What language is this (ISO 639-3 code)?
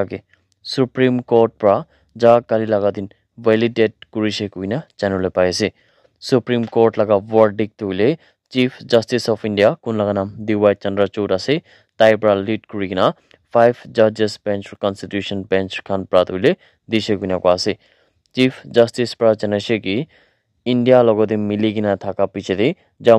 nag